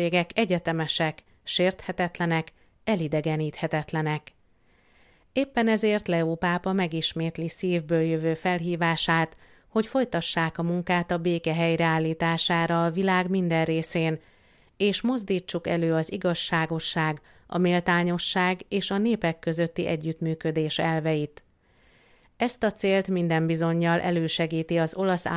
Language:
Hungarian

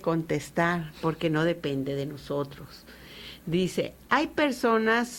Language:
Spanish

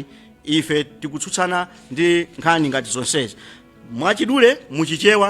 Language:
Nyanja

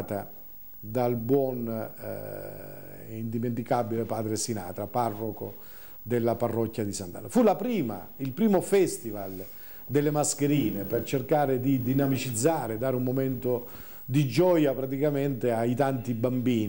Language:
Italian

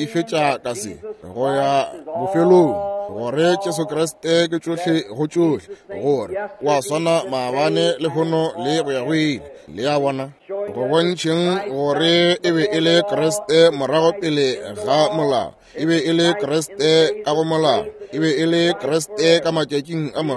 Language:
Northern Sotho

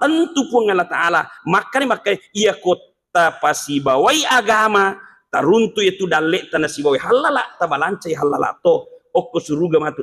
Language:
Buginese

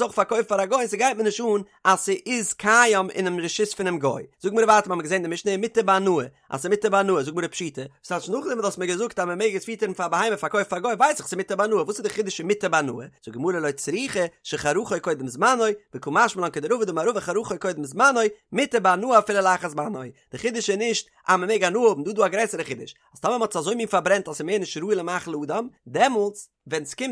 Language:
Yiddish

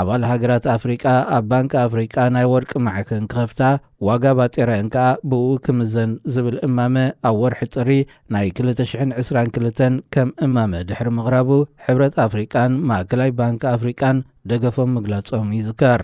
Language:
Tigrinya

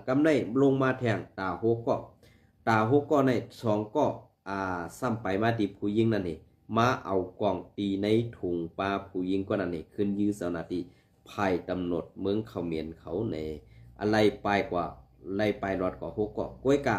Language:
Shan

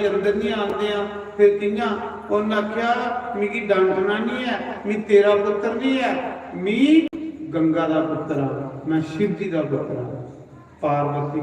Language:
Dogri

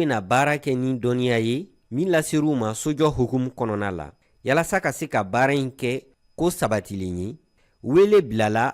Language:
Bambara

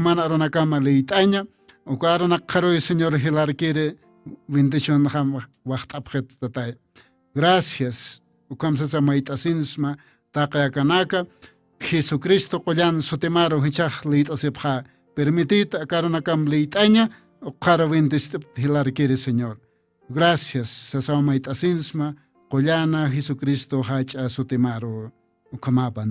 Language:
Aymara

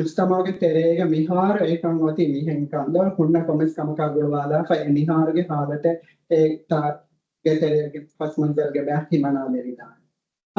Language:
Divehi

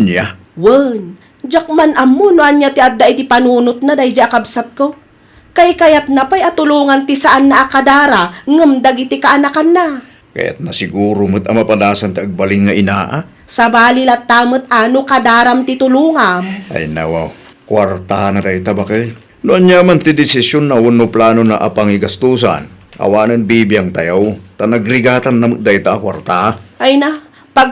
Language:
Iloko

